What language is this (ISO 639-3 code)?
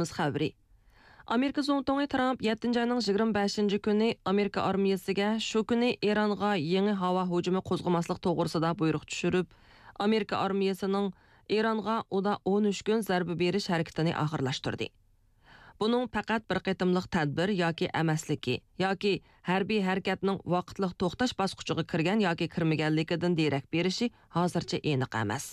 uig